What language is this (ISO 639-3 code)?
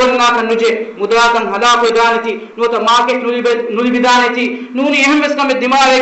div